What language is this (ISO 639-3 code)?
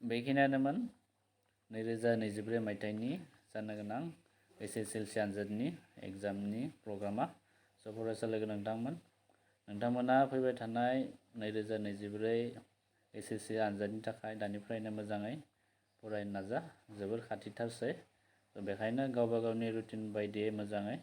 brx